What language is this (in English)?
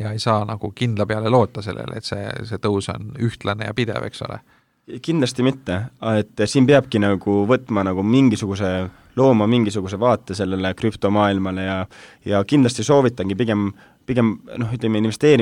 Estonian